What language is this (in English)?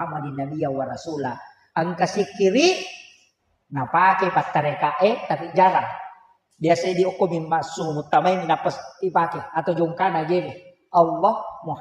Buginese